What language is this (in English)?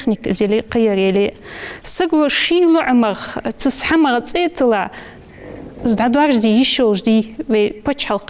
Ingush